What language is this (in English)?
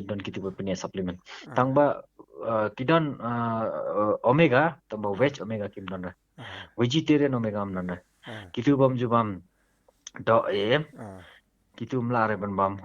Khasi